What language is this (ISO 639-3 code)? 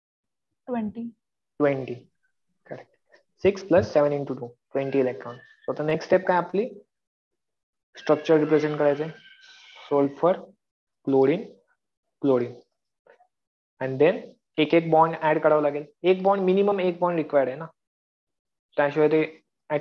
mar